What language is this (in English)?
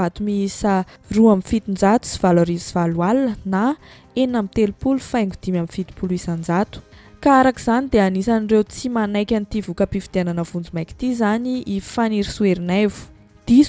Malagasy